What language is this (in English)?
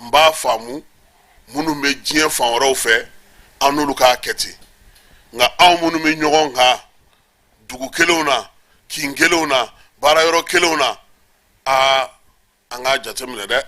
Bambara